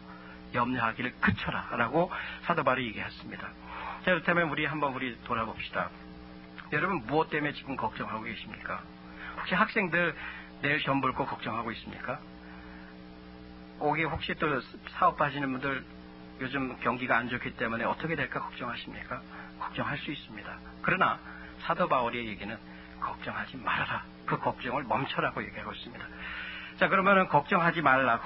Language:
Korean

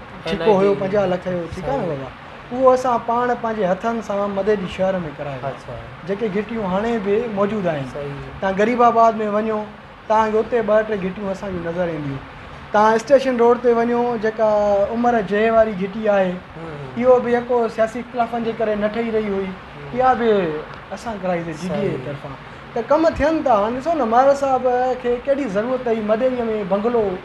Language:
Sindhi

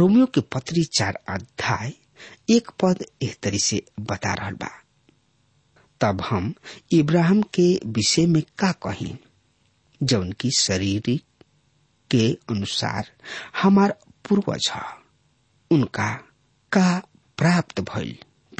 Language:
Bhojpuri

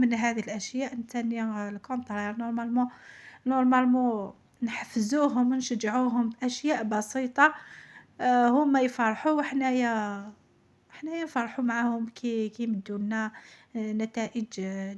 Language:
Algerian Arabic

